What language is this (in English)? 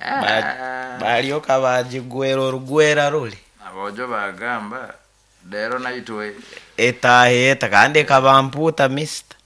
Nyoro